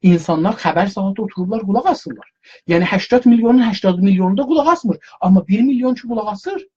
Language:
South Azerbaijani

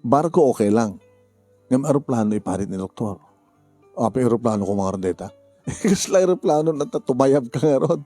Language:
Iloko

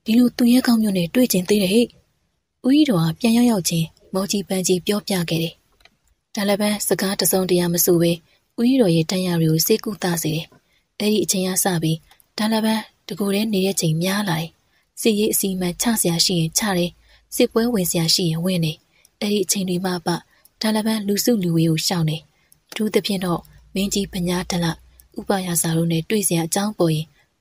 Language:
Burmese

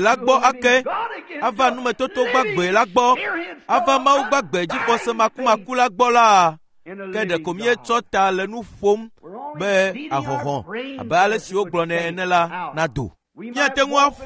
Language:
Ewe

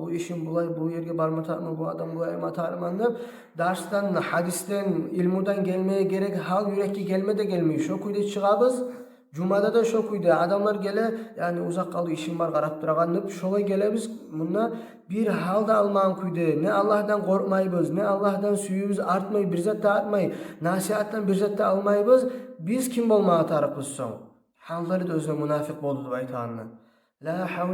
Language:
Kumyk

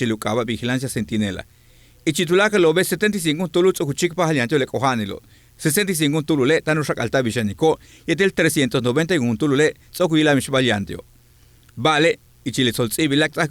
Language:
Yucateco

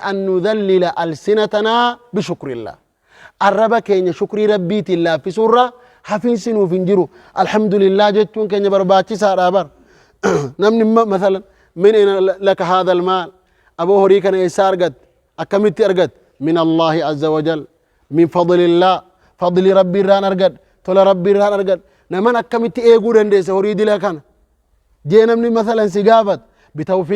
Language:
Oromo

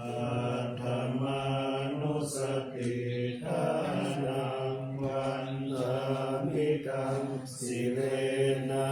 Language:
Pali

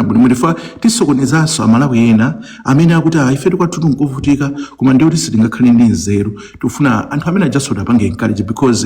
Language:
Nyanja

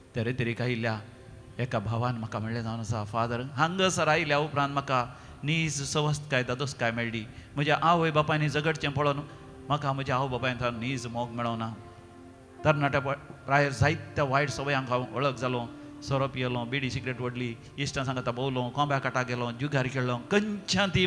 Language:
Konkani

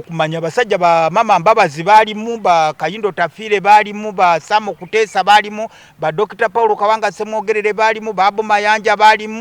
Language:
Ganda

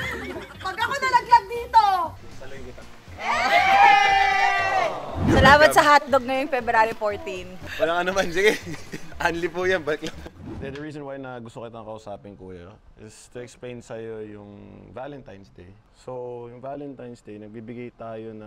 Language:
Filipino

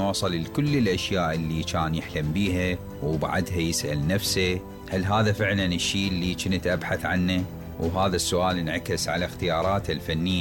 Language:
Mesopotamian Arabic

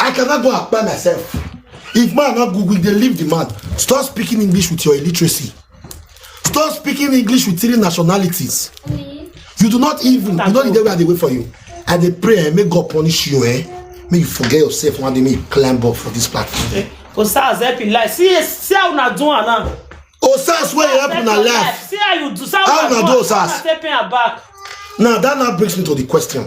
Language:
Nigerian Pidgin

